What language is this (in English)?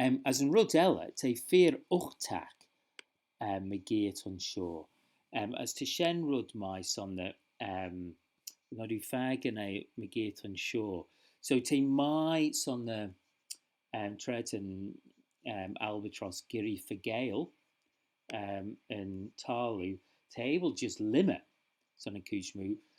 Manx